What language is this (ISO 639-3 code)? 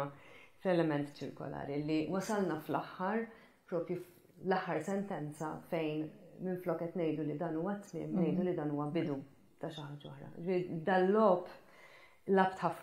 mlt